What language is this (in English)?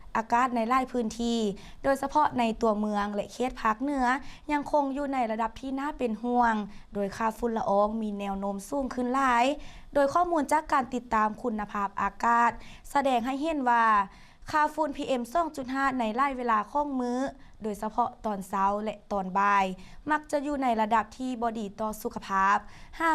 Lao